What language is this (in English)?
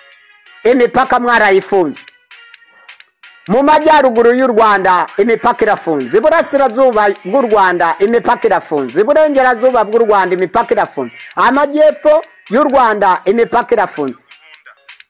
Kinyarwanda